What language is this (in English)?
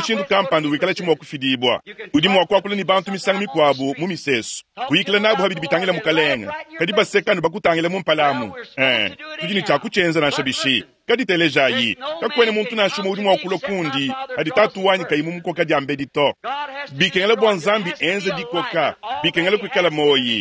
Luba-Lulua